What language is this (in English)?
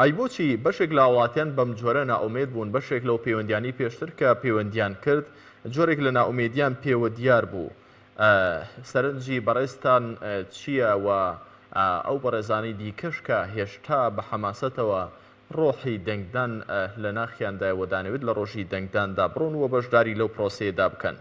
Central Kurdish